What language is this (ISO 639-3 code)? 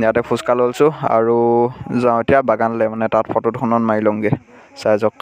asm